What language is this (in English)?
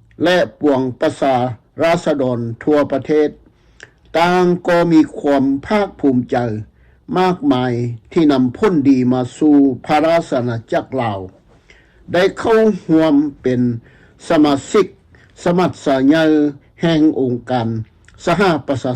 Lao